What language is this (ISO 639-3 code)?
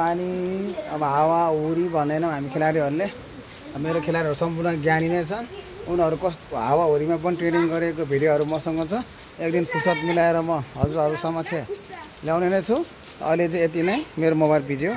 nep